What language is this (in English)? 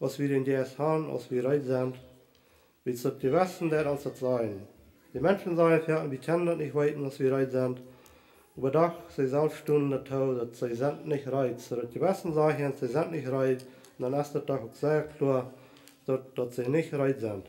Plautdietsch